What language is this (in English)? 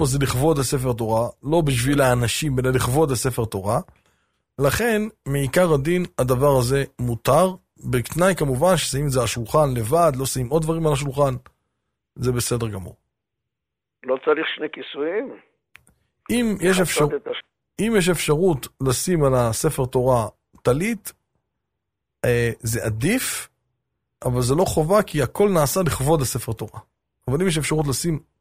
Hebrew